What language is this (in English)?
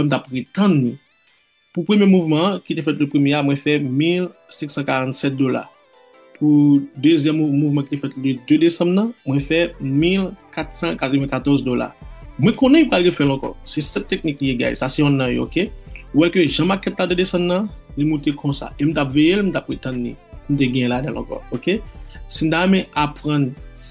Haitian Creole